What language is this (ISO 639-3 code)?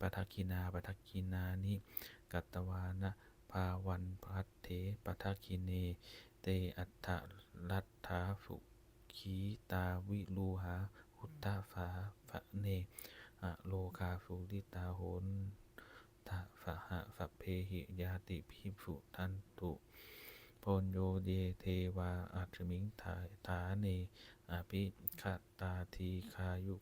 pli